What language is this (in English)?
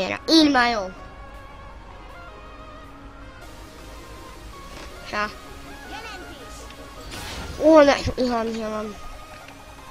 Hungarian